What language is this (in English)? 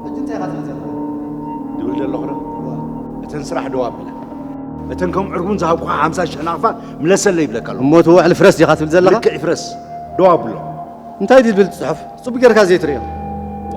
Tigrinya